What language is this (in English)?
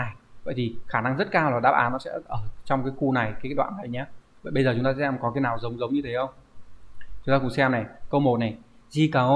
Vietnamese